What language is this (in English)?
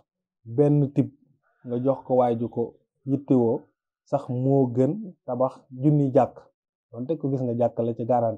Wolof